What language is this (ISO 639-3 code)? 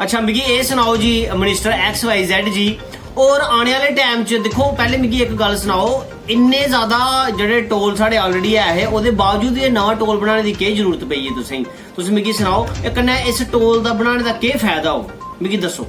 doi